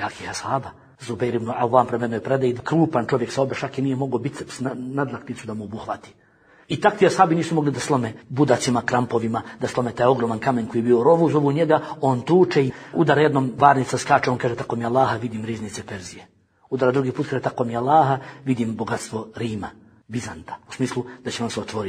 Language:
Bosnian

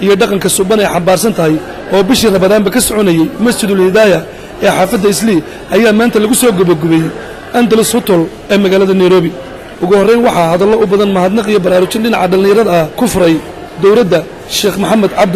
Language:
Somali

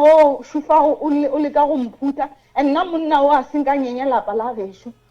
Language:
Northern Sotho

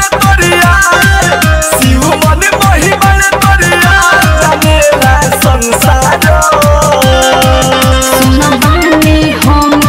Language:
Bhojpuri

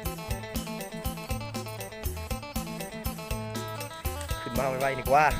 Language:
Lao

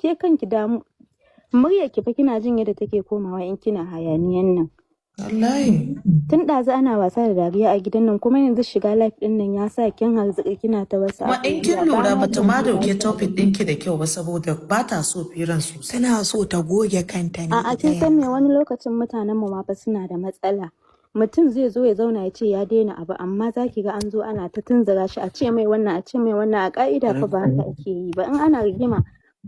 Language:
Hausa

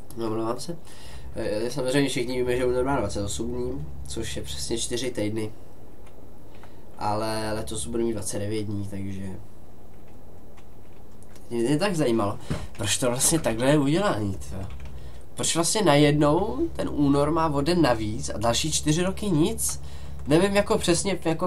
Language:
Czech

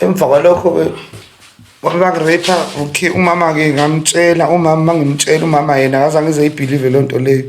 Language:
Zulu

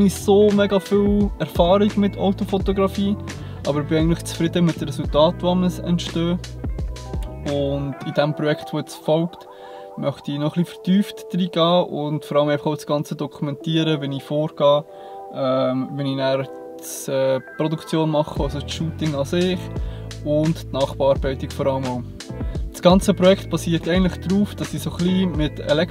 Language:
Swiss German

